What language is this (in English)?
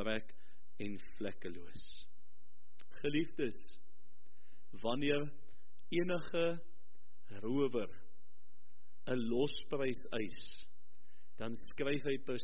Afrikaans